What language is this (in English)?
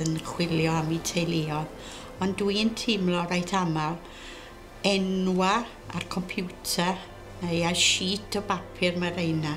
Welsh